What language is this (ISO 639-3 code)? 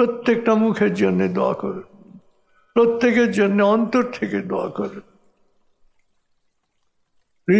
ben